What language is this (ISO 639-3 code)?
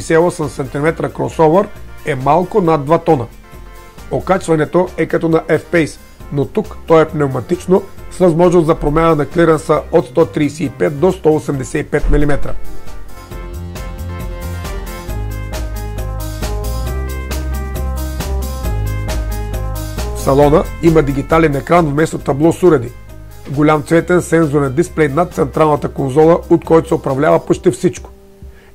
bul